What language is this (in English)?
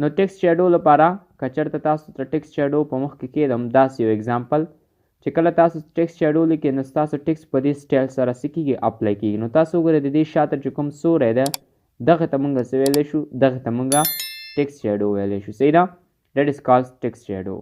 Pashto